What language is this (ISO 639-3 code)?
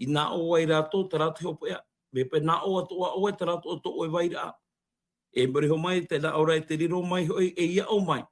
tah